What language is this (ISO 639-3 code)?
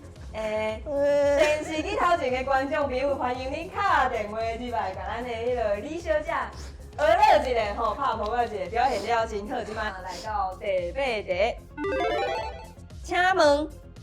nan